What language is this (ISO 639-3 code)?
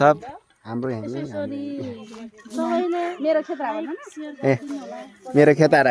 nep